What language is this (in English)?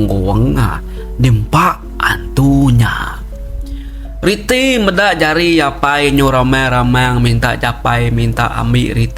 Iban